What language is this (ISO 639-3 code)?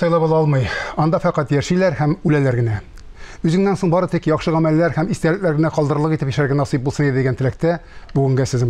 tat